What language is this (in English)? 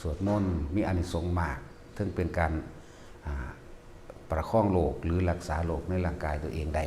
Northeastern Thai